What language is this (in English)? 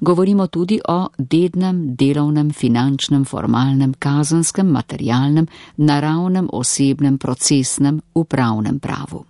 Slovenian